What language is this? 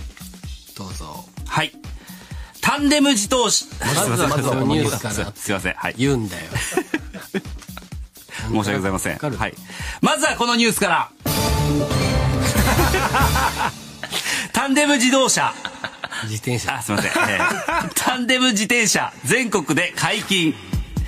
Japanese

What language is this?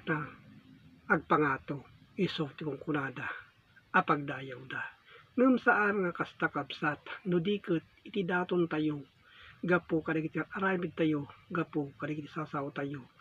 Iloko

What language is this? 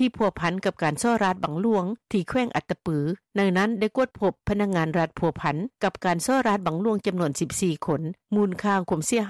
Lao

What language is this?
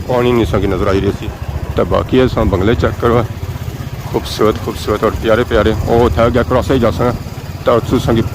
Pahari-Potwari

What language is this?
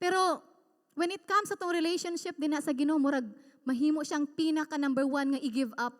Cebuano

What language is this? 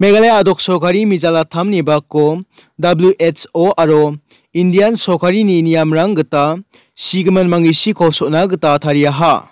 Garo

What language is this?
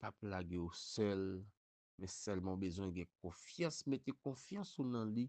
Haitian Creole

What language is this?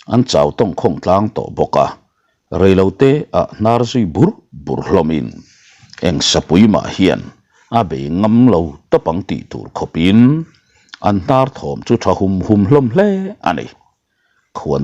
Mizo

